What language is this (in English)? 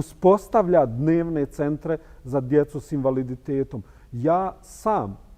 Bosnian